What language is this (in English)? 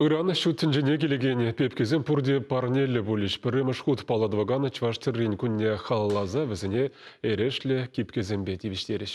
Chuvash